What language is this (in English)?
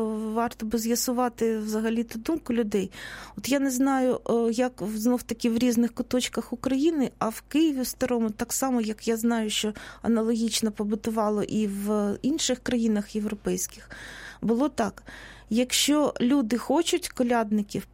Ukrainian